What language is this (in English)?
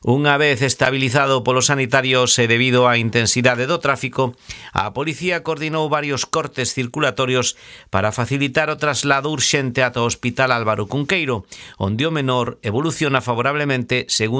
Galician